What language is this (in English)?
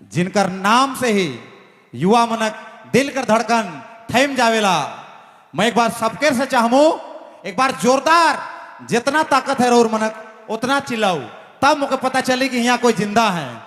Sadri